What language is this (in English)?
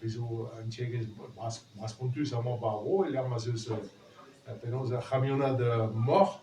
Breton